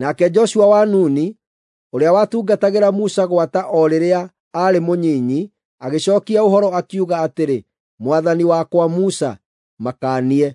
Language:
Kikuyu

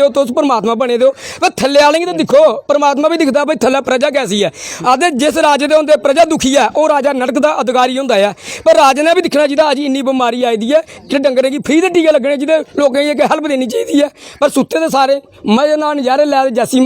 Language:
Dogri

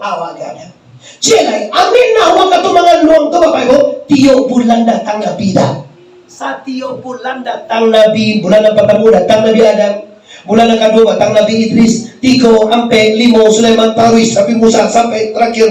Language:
Minangkabau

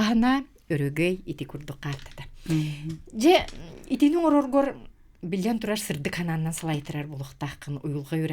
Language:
Yakut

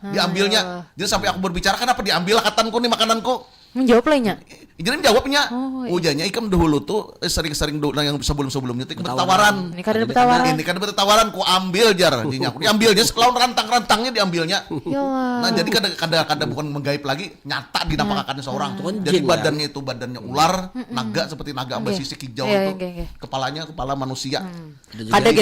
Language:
Banjar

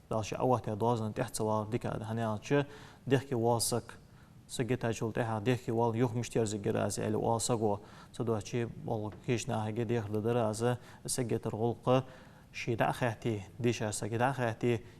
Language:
Ingush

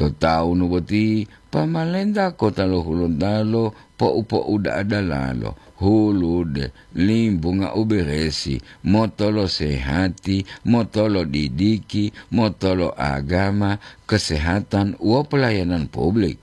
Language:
Gorontalo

